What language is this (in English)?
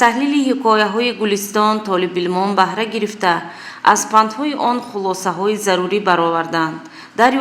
Tajik